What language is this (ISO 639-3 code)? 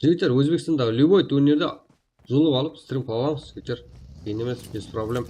kaa